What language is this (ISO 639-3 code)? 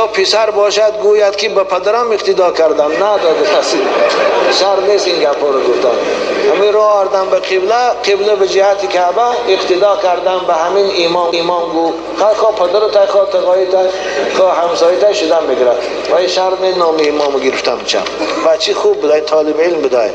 tgk